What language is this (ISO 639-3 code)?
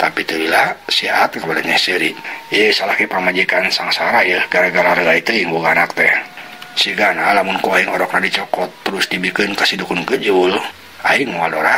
sun